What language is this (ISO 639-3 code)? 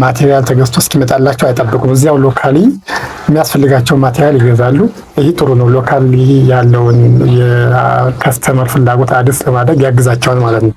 amh